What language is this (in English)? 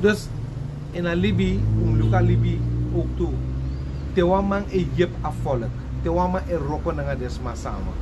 Sranan Tongo